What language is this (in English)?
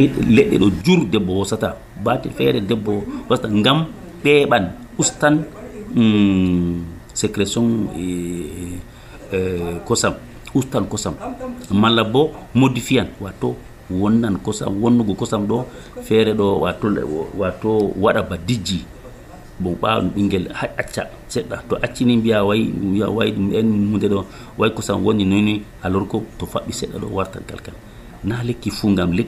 Nigerian Fulfulde